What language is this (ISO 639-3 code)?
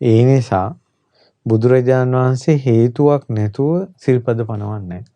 sin